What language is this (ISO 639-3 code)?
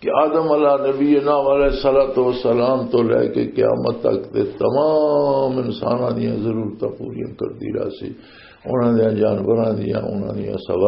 lah